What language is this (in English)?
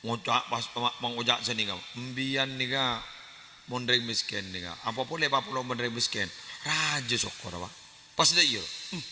Madurese